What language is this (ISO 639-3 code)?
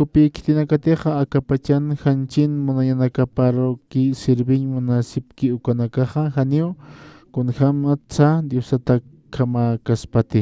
aym